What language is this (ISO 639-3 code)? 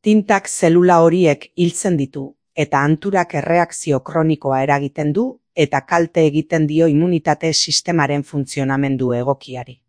eus